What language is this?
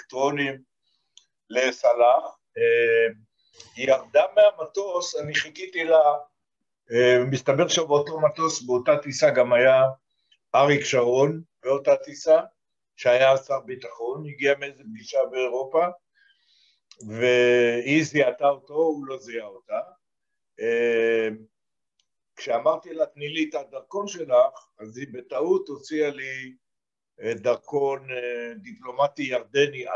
Hebrew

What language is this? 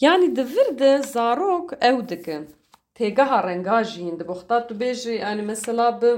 Kurdish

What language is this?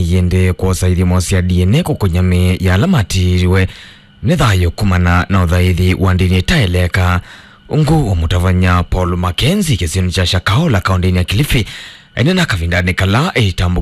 Kamba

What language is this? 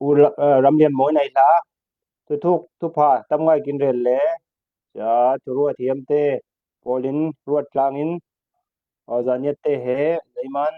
Falam Chin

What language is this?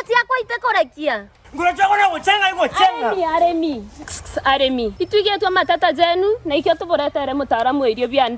Meru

